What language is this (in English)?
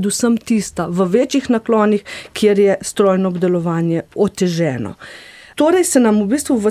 Slovenian